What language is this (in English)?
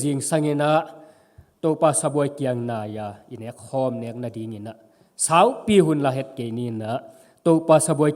Tedim Chin